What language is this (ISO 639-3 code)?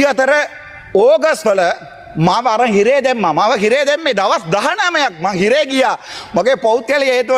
sin